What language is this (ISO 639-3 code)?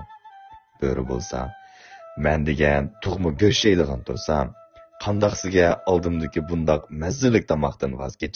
uig